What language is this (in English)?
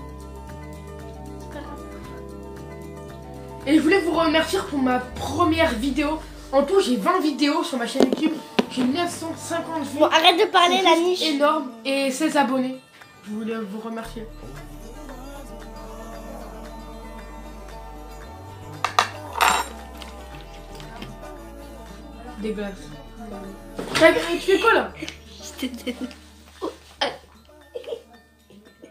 French